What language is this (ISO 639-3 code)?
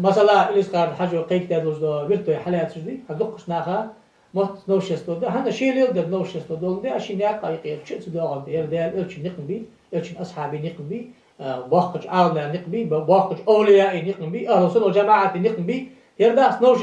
inh